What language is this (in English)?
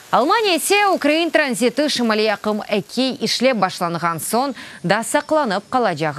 Crimean Tatar